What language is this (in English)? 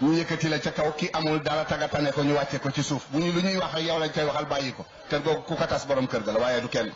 Wolof